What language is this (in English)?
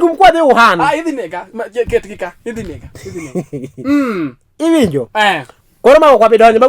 Luo (Kenya and Tanzania)